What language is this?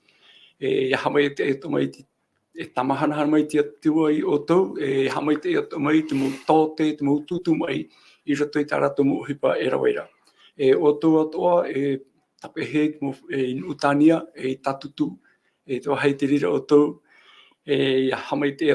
Tahitian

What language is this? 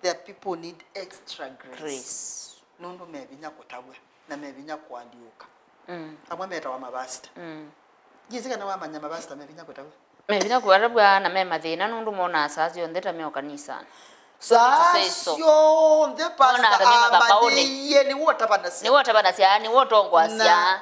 Kamba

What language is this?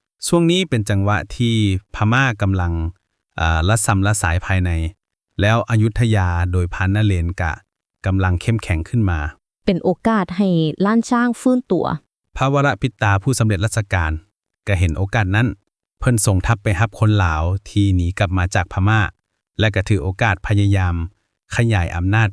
Lao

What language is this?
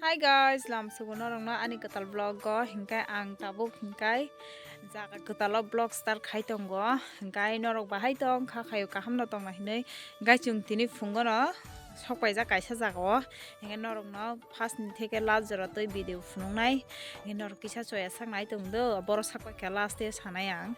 Kok Borok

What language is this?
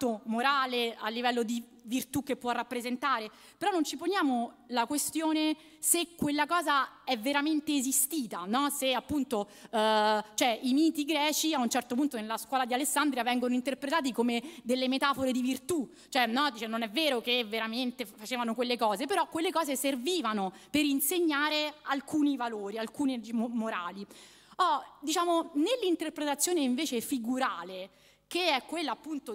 Italian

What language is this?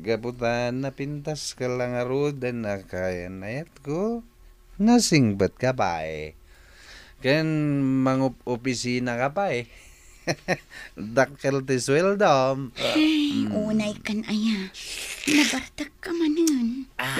Iloko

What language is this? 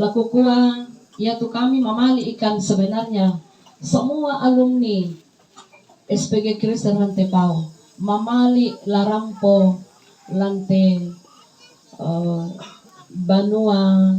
Toraja-Sa'dan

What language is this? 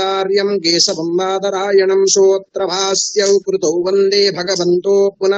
Sanskrit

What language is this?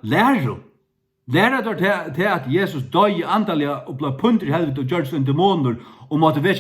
Faroese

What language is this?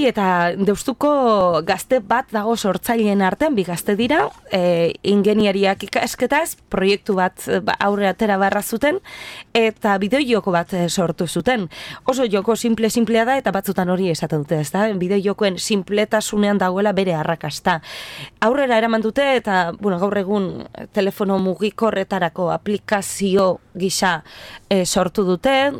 Basque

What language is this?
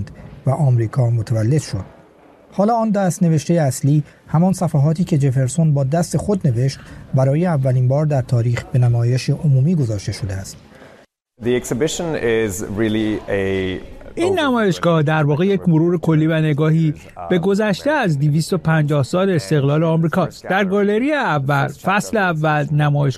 Persian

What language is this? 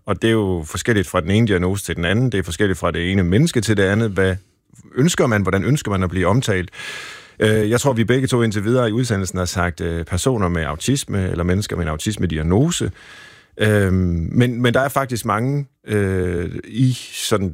Danish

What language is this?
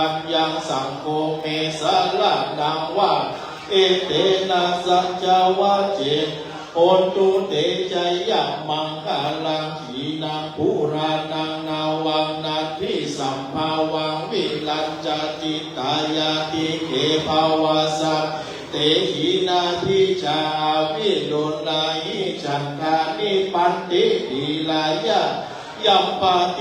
Pali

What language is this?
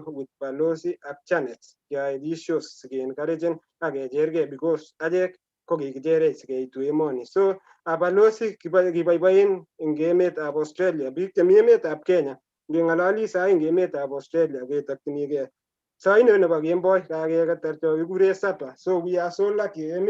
Kalenjin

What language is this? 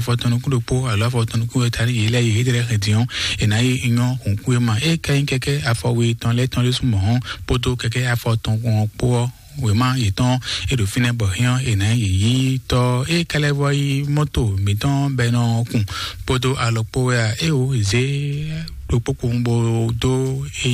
Fon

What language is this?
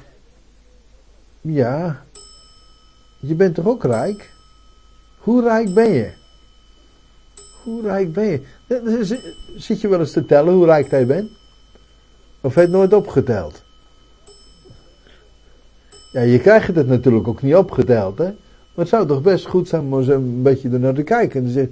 Dutch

